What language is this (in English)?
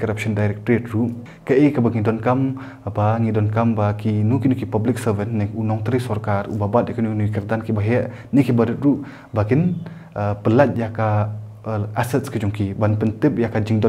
Khasi